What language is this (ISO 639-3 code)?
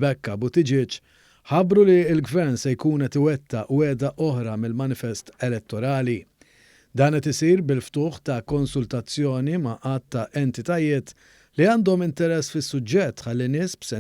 mlt